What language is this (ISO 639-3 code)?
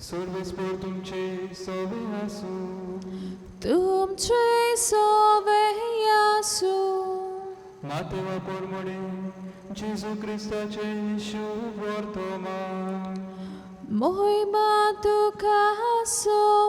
kok